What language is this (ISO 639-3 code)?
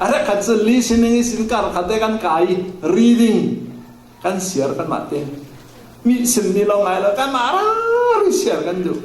cfm